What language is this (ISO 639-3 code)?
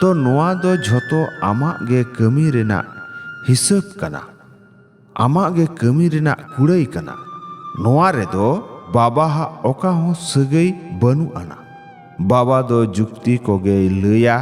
sat